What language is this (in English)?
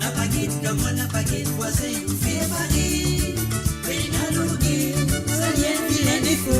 Morisyen